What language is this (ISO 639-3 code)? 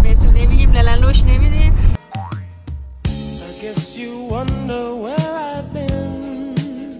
fas